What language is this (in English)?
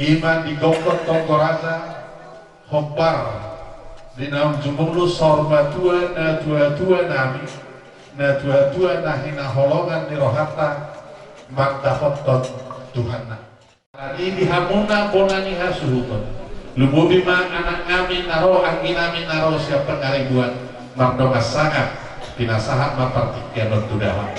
Batak Toba